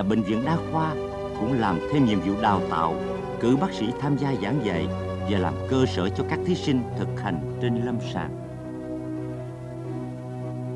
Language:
Vietnamese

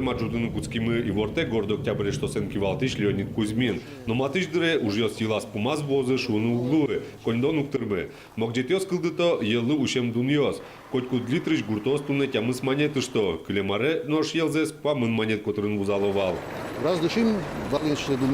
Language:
Udmurt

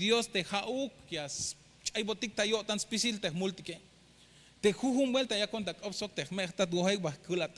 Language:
Tzeltal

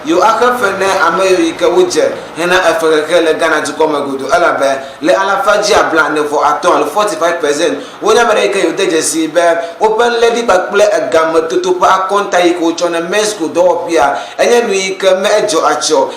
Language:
Ewe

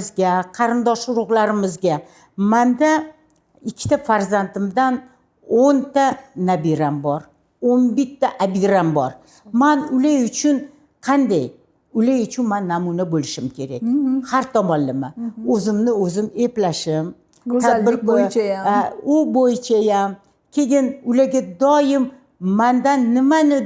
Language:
Uzbek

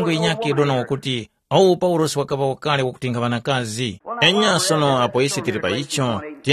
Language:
Tumbuka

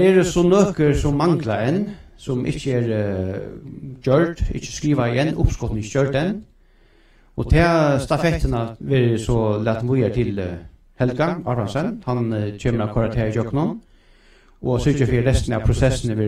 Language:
Faroese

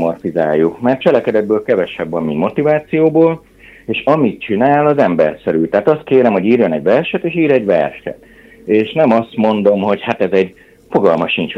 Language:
Hungarian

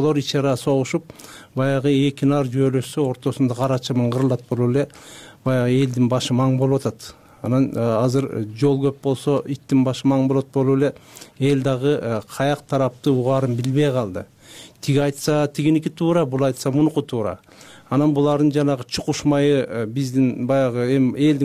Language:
Kyrgyz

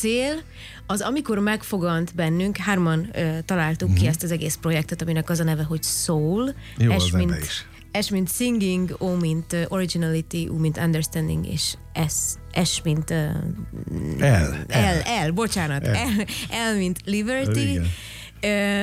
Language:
Hungarian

